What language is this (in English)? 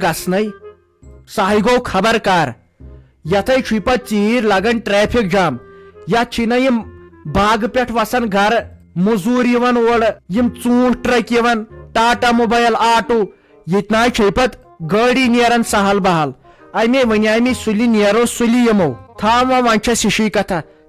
Kashmiri